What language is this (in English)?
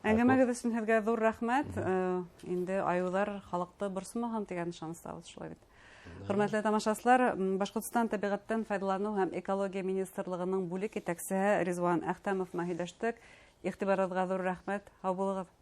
Bashkir